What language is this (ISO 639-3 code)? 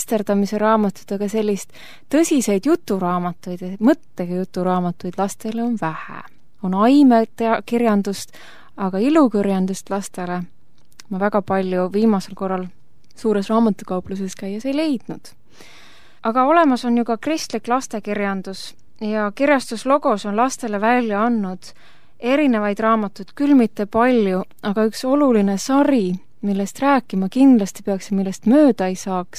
est